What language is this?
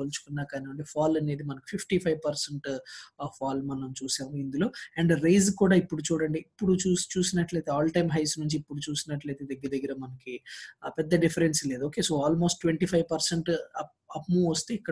Telugu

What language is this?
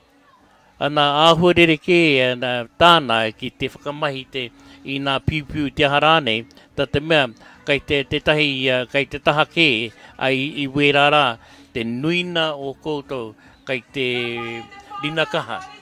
Māori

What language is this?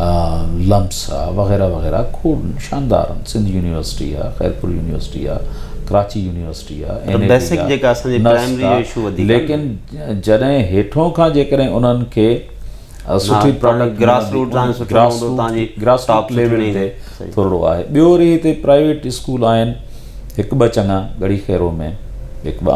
Sindhi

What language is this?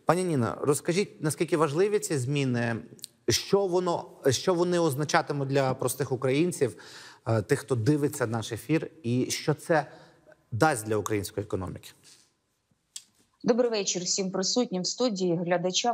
Ukrainian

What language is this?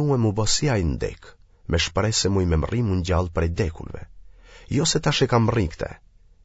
Albanian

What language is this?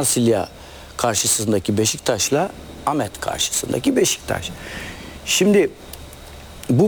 Turkish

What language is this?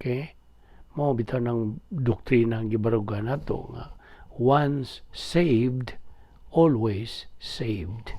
Cebuano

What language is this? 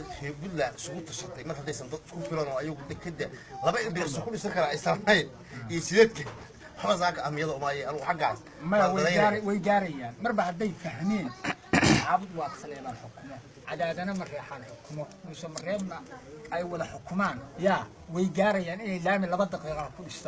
Somali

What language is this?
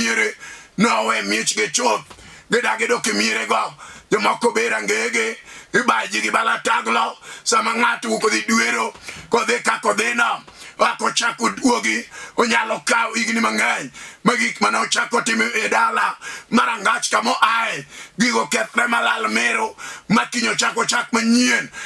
Luo (Kenya and Tanzania)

